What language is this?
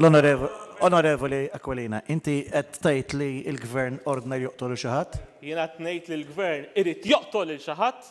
Maltese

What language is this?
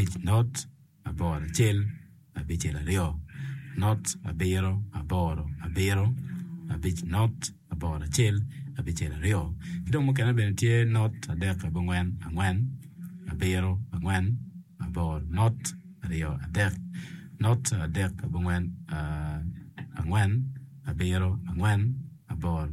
Acoli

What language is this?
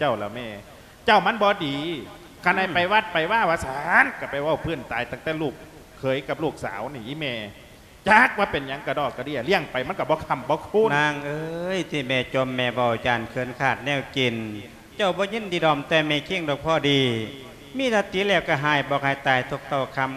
Lao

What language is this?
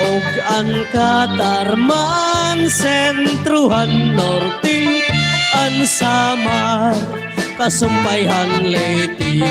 Waray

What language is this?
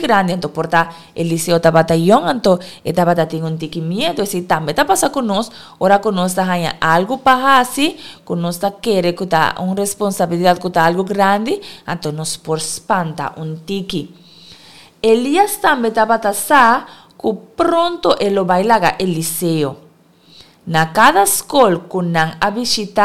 Papiamento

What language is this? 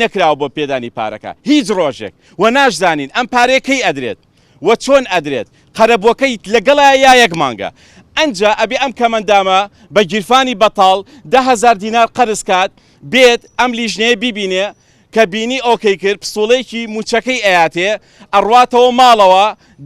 Central Kurdish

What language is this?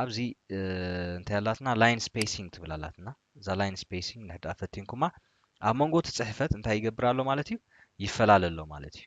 Tigrinya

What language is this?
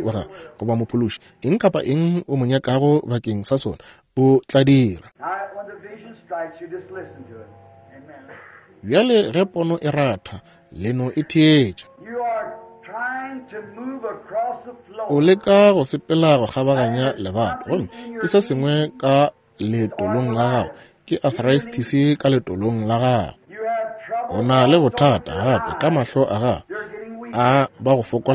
Northern Sotho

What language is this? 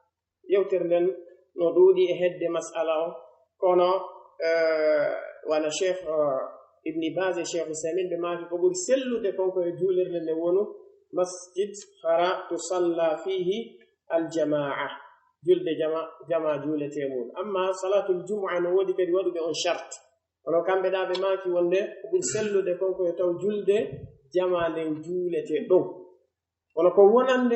Pular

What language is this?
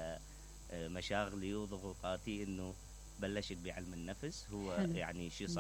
Mesopotamian Arabic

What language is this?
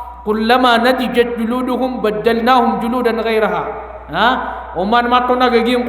Maranao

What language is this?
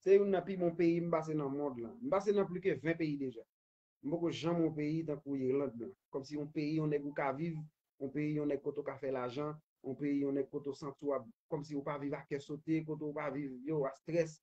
Haitian Creole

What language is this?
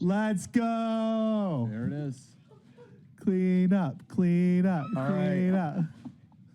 Plautdietsch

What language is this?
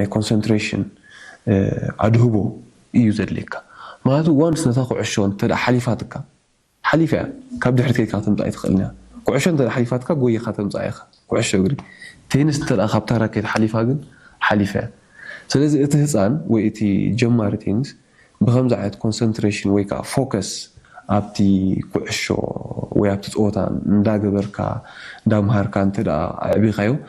Tigrinya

